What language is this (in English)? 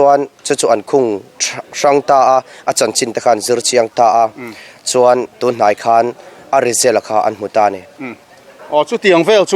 Mizo